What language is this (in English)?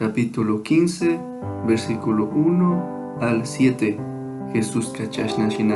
Chimborazo Highland Quichua